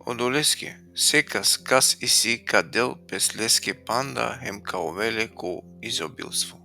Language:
Balkan Romani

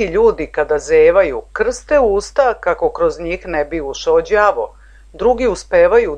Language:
Serbian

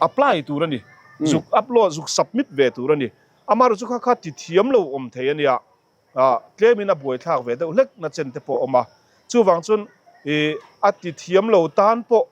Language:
Mizo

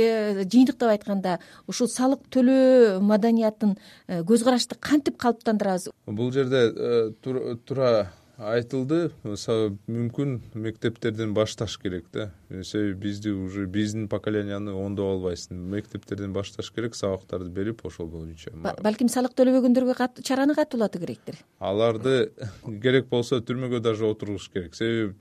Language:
Kyrgyz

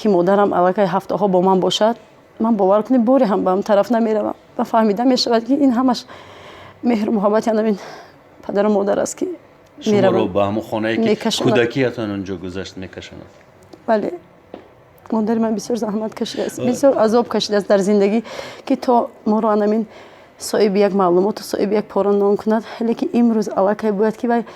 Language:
Tajik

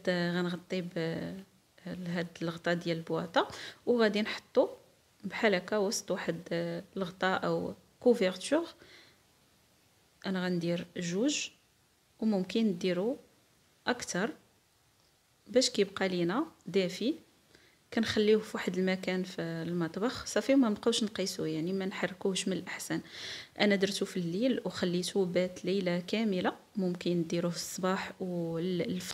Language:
Moroccan Arabic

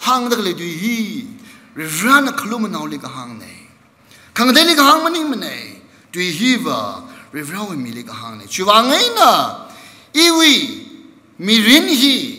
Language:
Tangkhul Naga (India)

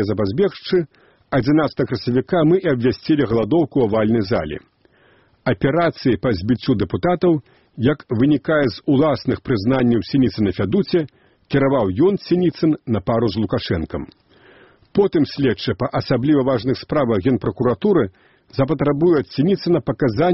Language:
Belarusian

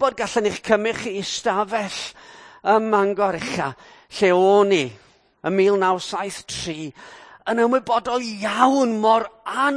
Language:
Welsh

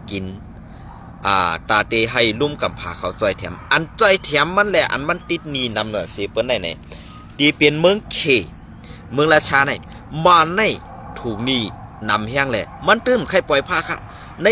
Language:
Shan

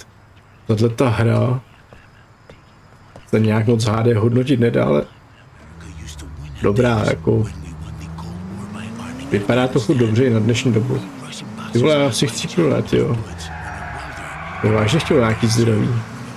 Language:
Czech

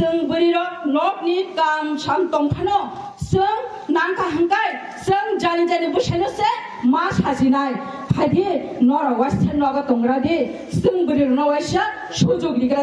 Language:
Kok Borok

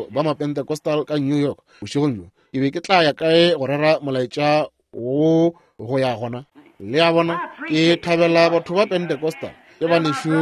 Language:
Northern Sotho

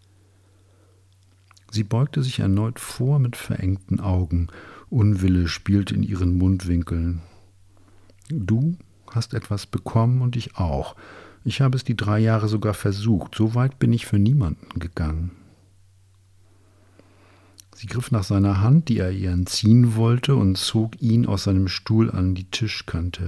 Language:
German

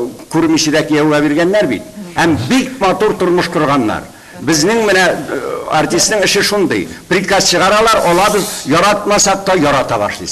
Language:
Tatar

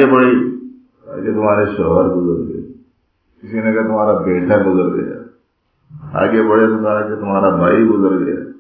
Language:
Urdu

